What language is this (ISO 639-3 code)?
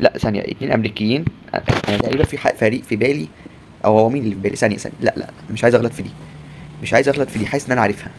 arz